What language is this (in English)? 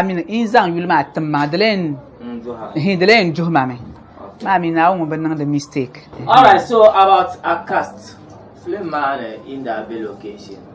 Dagbani